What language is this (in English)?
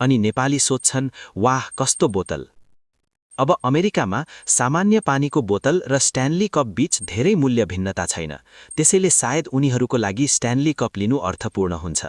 Nepali